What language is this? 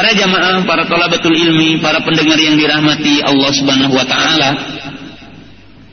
Indonesian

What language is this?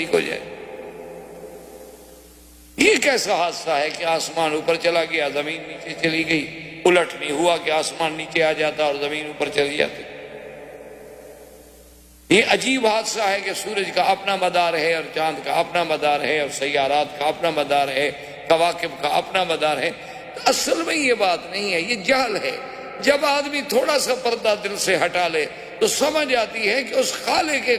Urdu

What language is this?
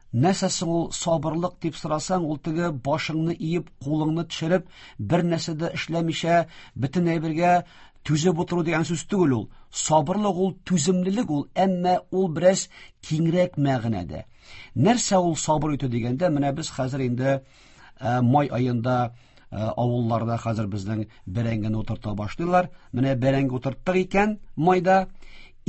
Tatar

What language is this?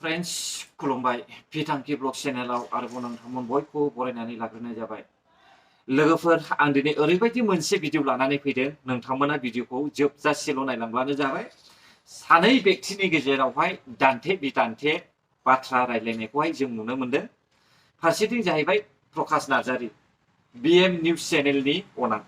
Bodo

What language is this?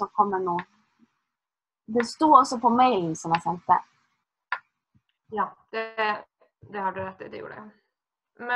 Norwegian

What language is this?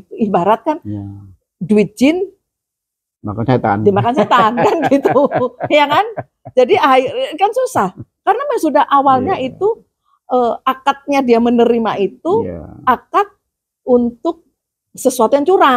Indonesian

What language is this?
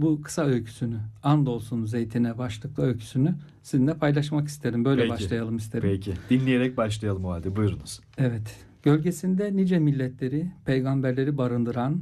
Turkish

